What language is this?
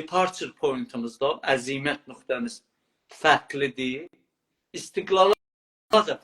South Azerbaijani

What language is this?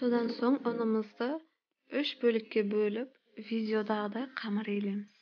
Kazakh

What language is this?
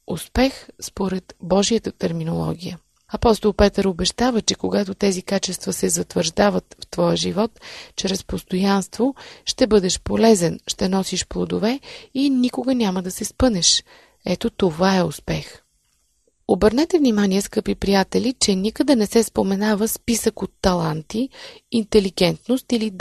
Bulgarian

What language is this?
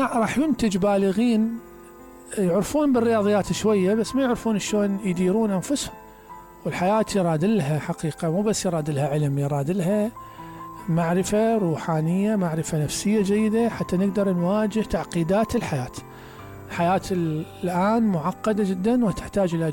Mesopotamian Arabic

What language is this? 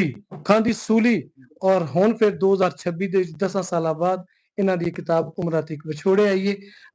Western Panjabi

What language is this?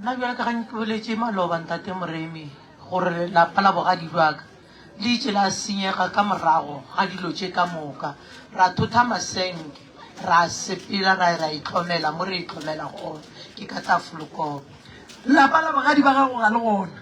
Northern Sotho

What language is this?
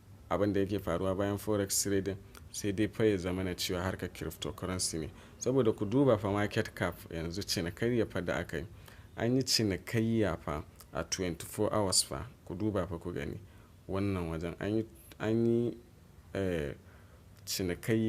Hausa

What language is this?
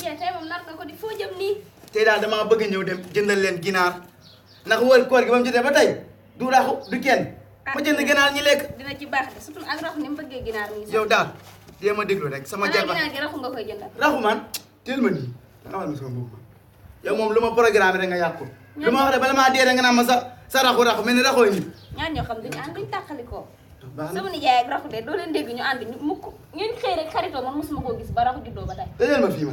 Wolof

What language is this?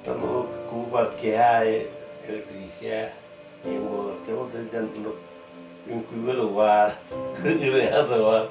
Yakut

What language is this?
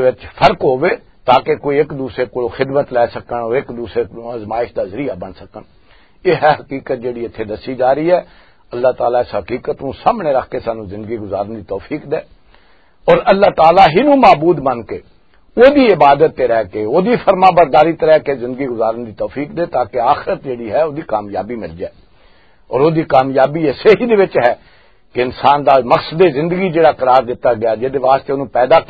Western Panjabi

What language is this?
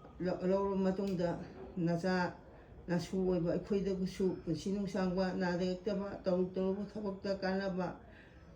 Manipuri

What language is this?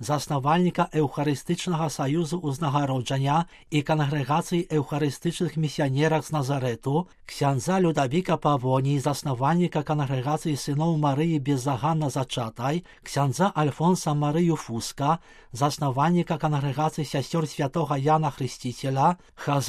Belarusian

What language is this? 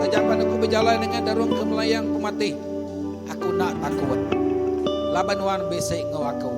Iban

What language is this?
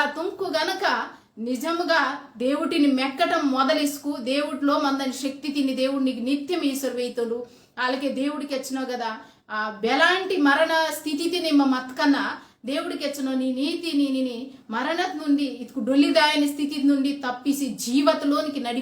Koya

